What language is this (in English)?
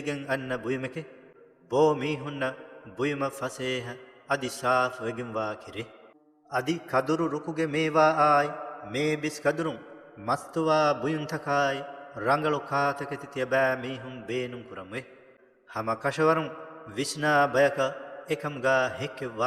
Divehi